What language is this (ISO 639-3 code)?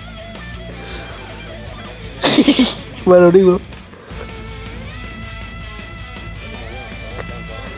spa